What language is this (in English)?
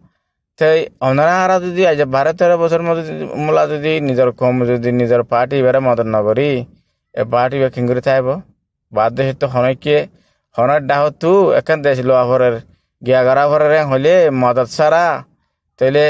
Rohingya